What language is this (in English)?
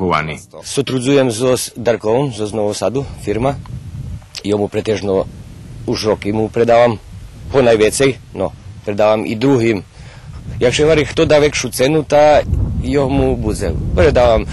Rusyn